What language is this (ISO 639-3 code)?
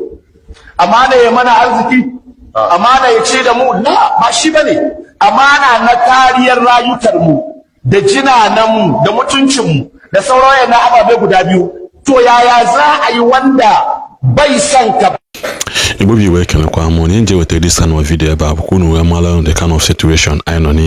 ibo